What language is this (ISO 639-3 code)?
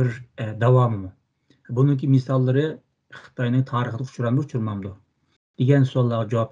uig